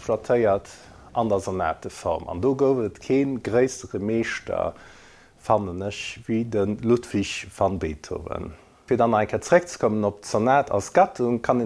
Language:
Luxembourgish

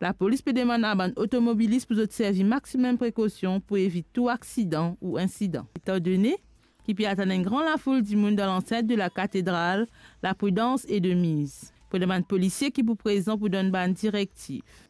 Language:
Morisyen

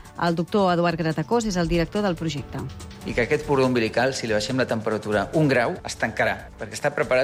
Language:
Catalan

